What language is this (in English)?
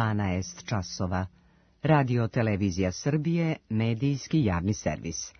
Serbian